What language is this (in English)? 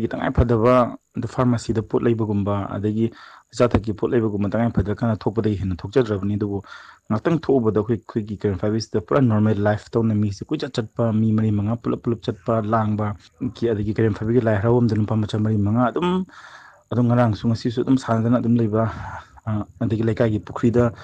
Manipuri